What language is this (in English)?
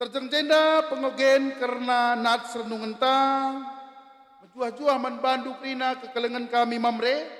Batak Karo